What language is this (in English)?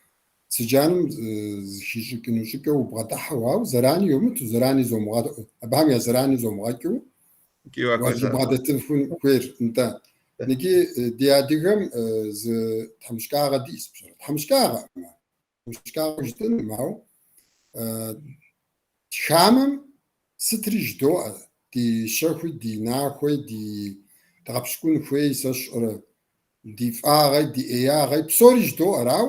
Kabardian